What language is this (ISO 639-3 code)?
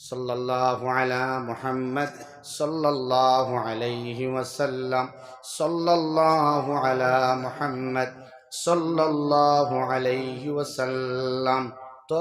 syl